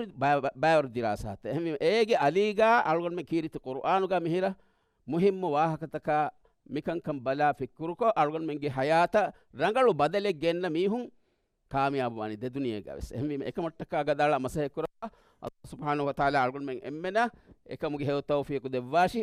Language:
Divehi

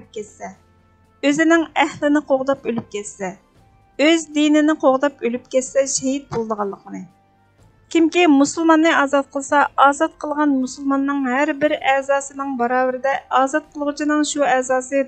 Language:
Uyghur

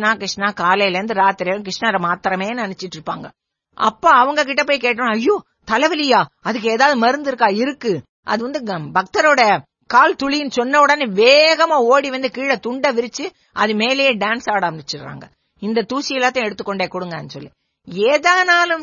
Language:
Tamil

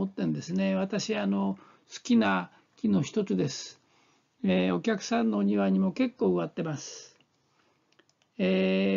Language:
Japanese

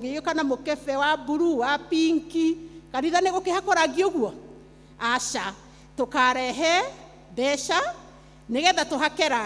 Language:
Kikuyu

